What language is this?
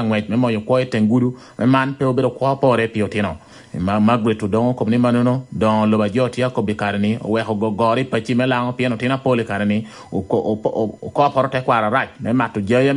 Lango (Uganda)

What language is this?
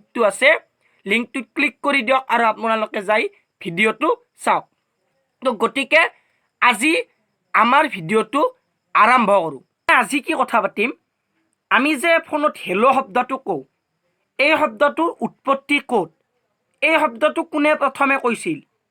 Assamese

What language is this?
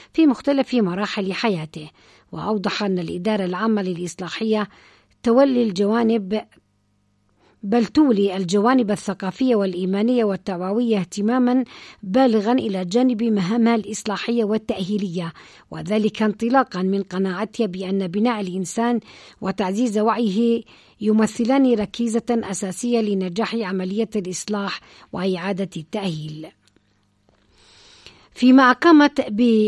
Arabic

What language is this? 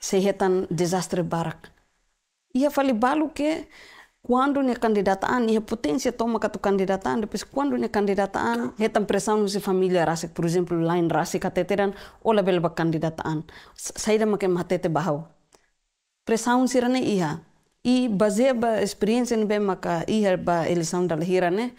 Tetum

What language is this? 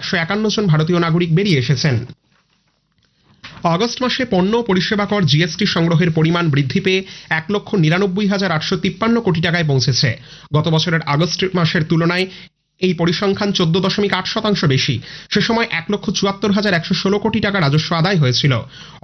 Bangla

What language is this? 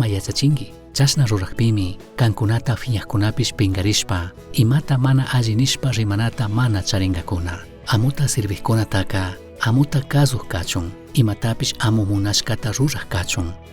Chimborazo Highland Quichua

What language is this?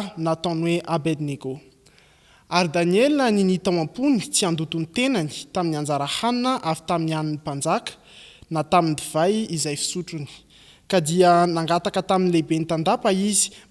Malagasy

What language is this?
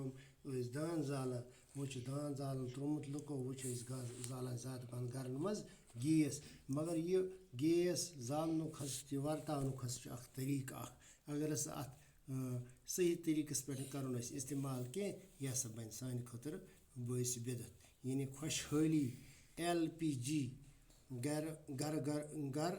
Kashmiri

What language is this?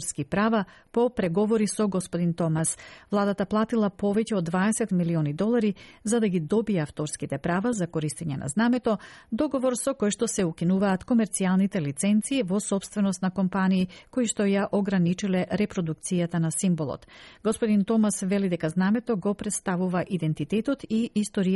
Macedonian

